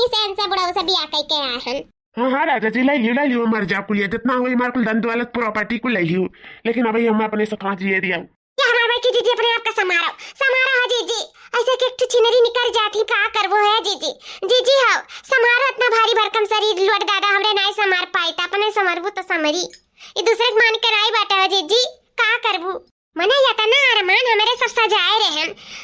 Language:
Awadhi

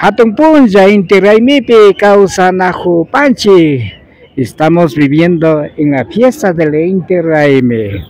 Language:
Imbabura Highland Quichua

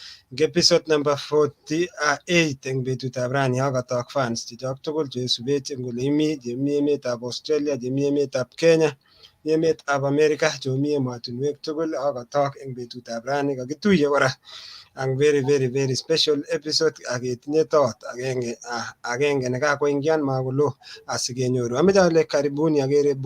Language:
Kalenjin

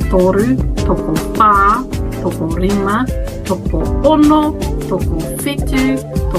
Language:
Māori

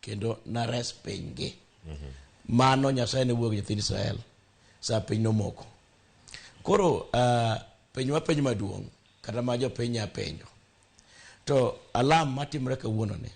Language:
Luo (Kenya and Tanzania)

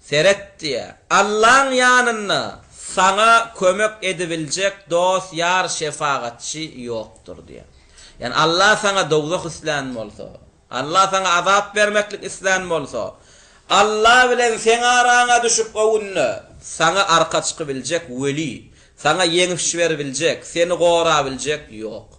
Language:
Turkmen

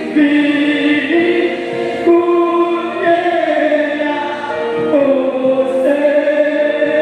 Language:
Haitian Creole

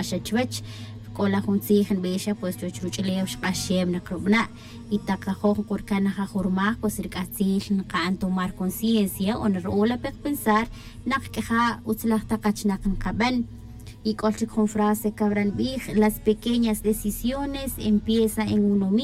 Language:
Tz'utujil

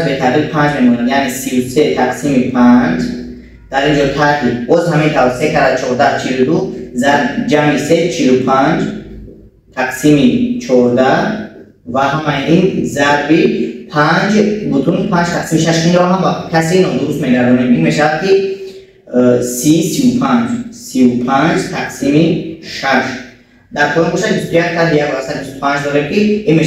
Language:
Tajik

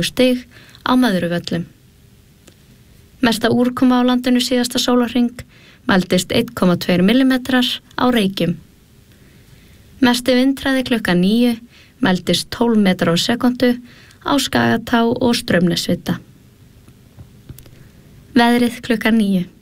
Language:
Icelandic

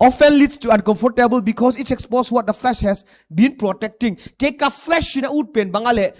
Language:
Paite Chin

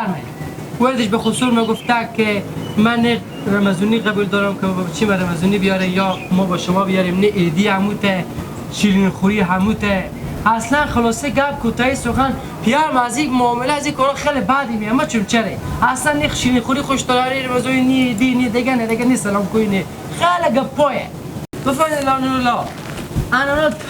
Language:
Hazaragi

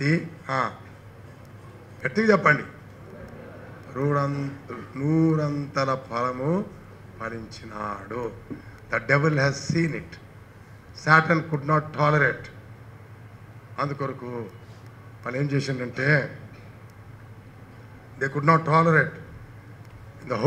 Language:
Telugu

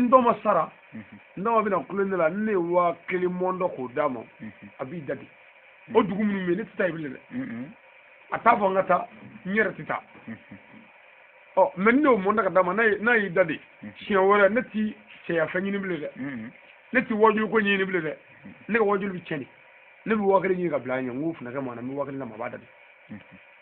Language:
Bambara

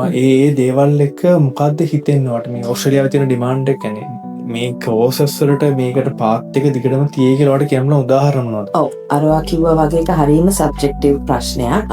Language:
Sinhala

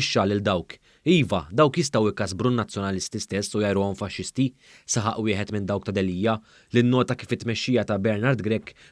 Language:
Maltese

